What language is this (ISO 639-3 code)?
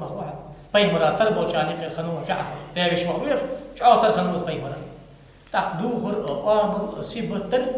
inh